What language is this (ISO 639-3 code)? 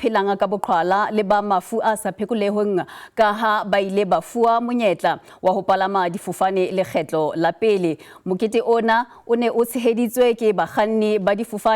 sot